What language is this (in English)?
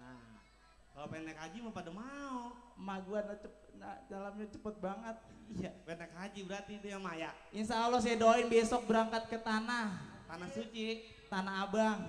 Betawi